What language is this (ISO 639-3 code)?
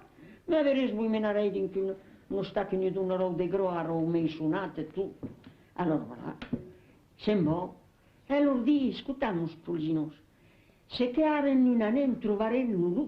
oci